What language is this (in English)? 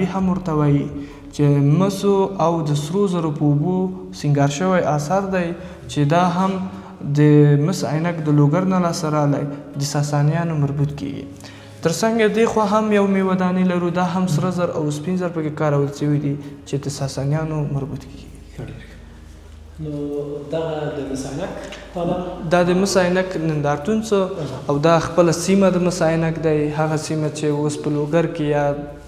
Pashto